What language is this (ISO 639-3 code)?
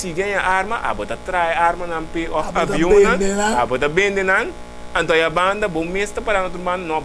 pap